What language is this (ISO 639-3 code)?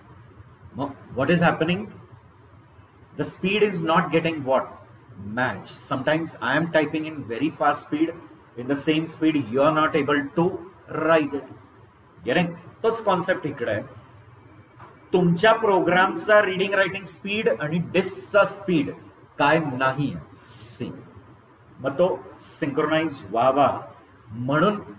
mar